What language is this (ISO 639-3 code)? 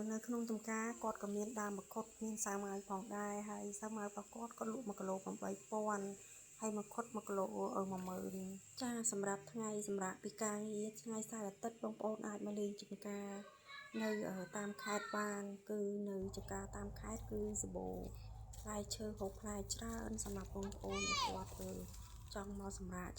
khm